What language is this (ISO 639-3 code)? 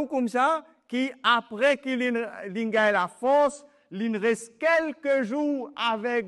mfe